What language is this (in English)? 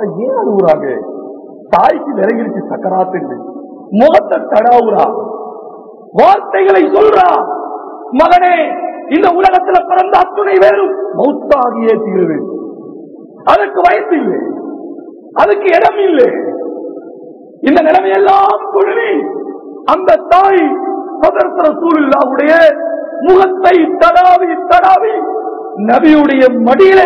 Tamil